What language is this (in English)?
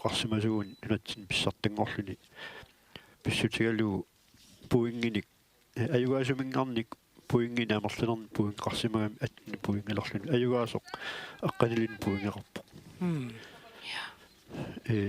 Kalaallisut